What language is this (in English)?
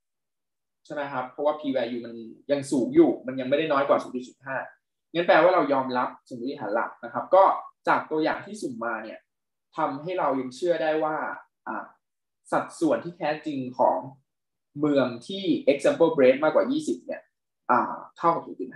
Thai